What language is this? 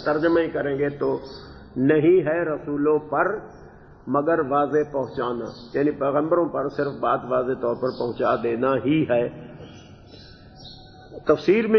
Urdu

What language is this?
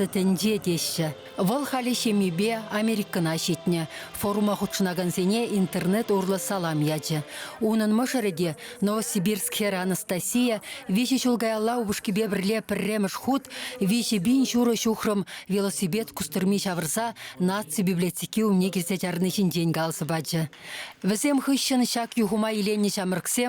Chuvash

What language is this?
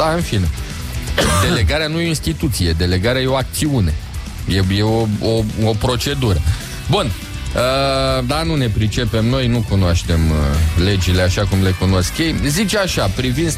Romanian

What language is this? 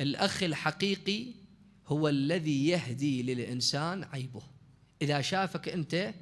Mesopotamian Arabic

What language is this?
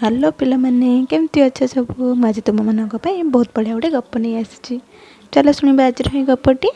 Odia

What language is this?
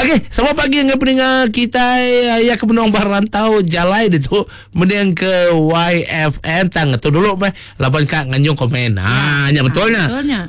Iban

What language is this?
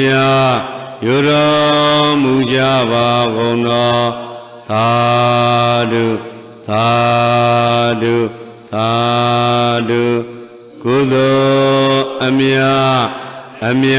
Burmese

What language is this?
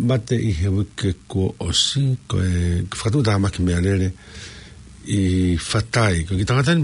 Tongan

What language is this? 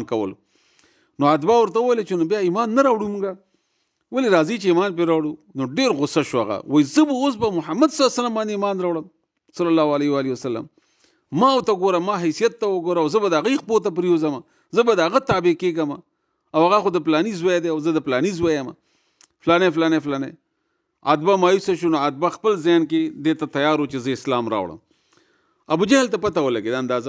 Pashto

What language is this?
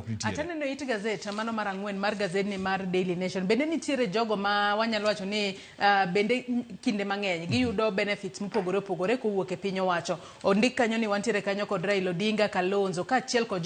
Luo (Kenya and Tanzania)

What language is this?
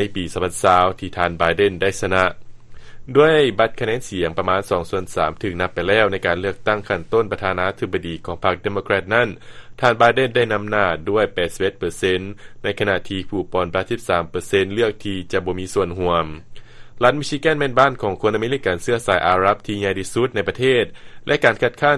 Lao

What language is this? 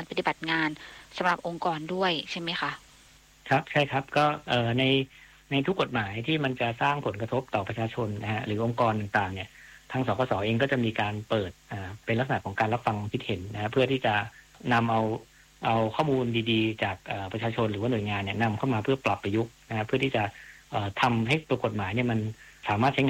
Thai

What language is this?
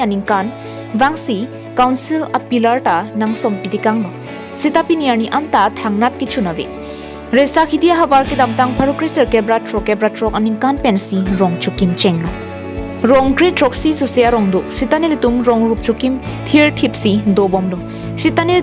Karbi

